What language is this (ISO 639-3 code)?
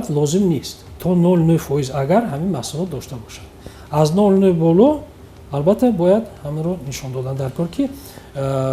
tgk